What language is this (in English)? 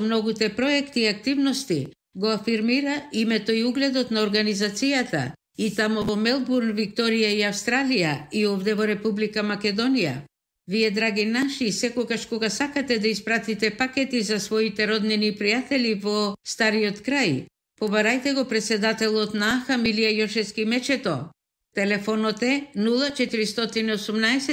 Macedonian